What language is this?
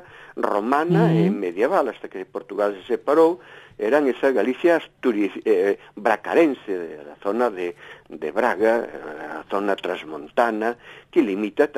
Galician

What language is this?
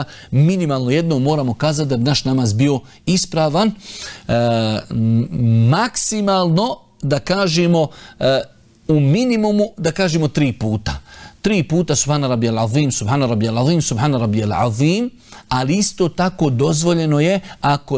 Bosnian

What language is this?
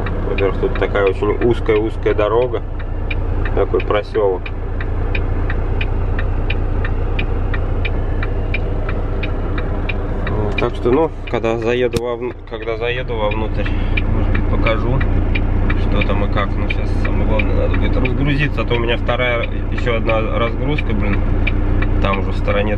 Russian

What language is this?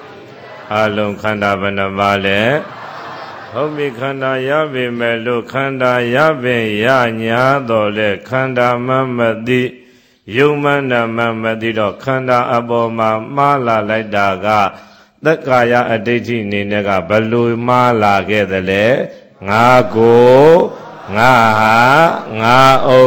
Burmese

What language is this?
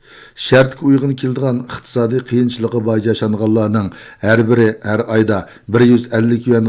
Uyghur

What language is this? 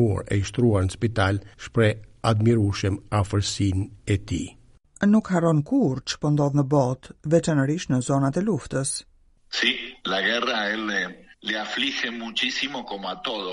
Albanian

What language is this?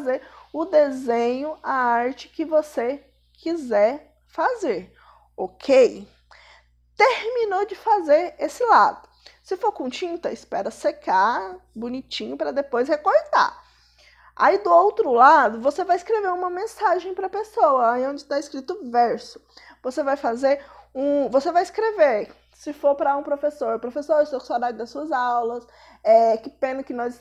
Portuguese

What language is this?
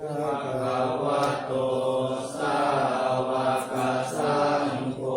Pali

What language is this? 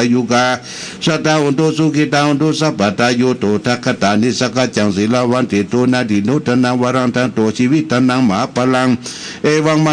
Pali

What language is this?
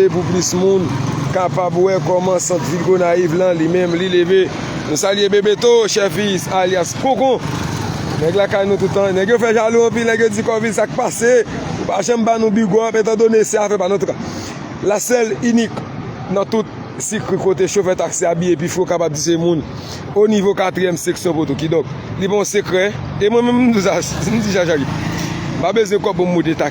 Haitian Creole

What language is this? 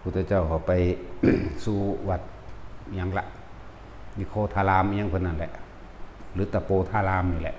Northeastern Thai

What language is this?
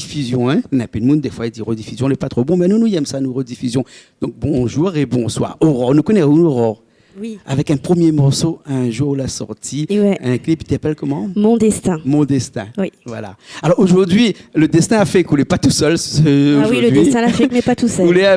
Réunion Creole French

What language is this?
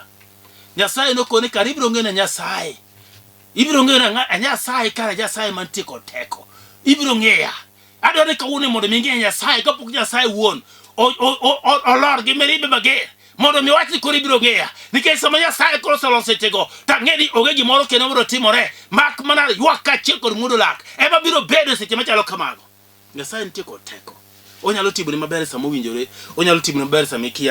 Luo (Kenya and Tanzania)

